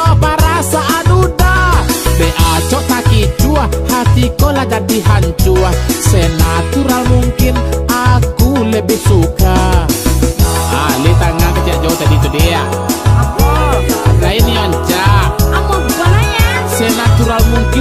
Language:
Minangkabau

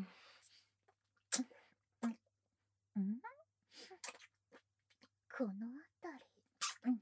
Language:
Japanese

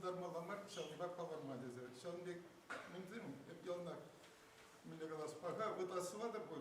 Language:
Chuvash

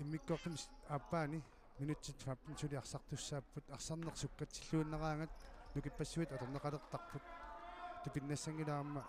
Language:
Kalaallisut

